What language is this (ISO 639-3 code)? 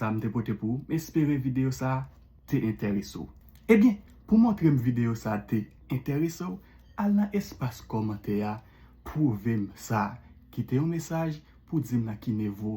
hat